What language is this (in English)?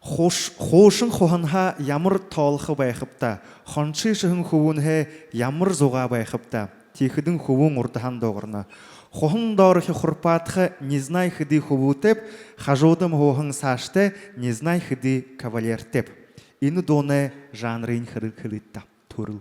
Buriat